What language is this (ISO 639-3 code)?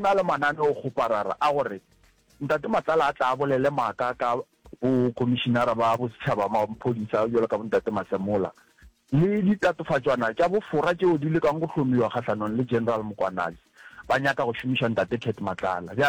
nso